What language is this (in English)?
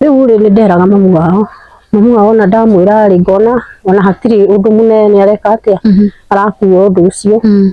Kikuyu